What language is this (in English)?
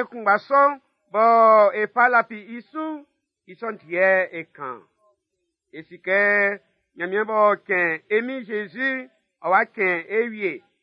Baoulé